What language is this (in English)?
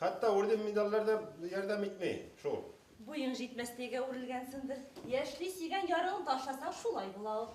Bashkir